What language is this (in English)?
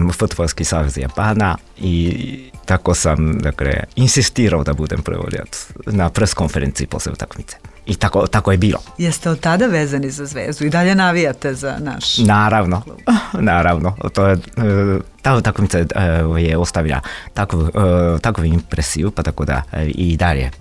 Serbian